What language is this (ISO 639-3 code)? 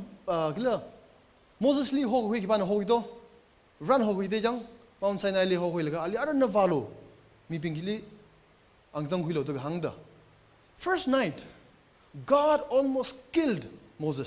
nmf